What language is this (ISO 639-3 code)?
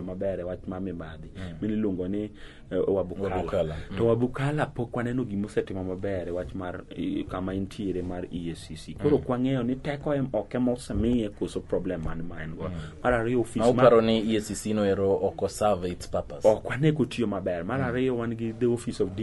luo